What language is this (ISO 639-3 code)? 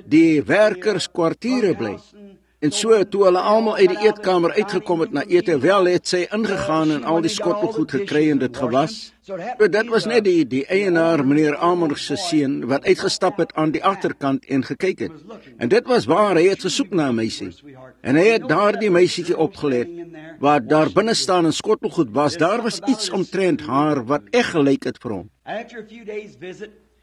afr